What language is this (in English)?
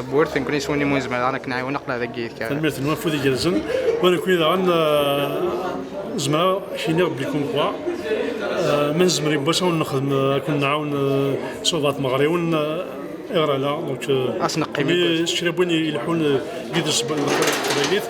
Kabyle